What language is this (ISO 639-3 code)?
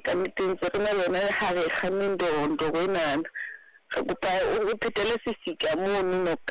sot